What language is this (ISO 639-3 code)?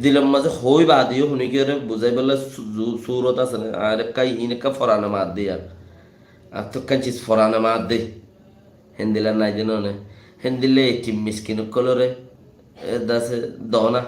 rhg